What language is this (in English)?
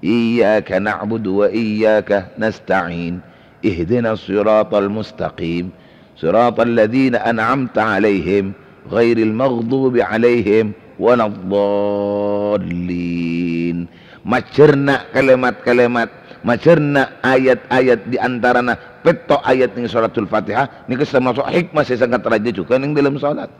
Madurese